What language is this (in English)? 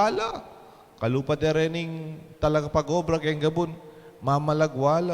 Pampanga